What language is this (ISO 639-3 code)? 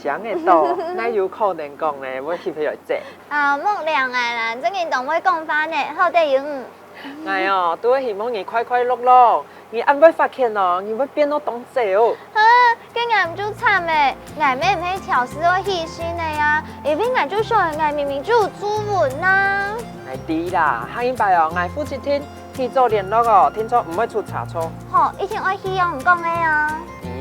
hak